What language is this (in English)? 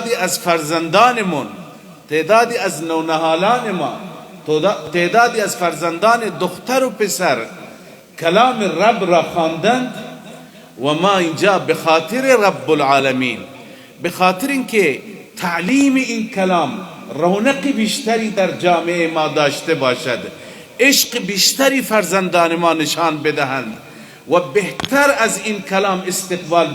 Persian